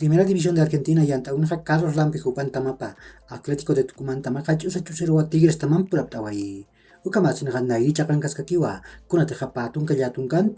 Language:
Aymara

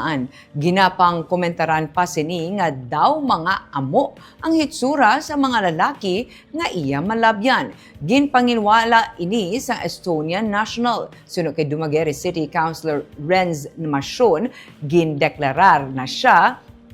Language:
Hiligaynon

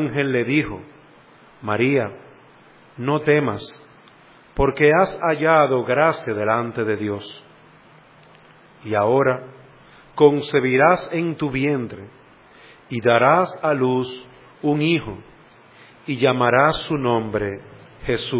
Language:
Spanish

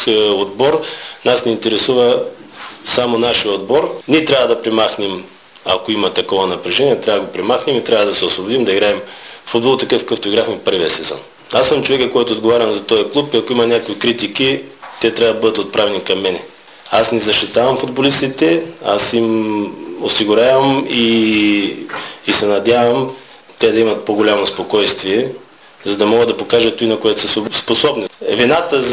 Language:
Bulgarian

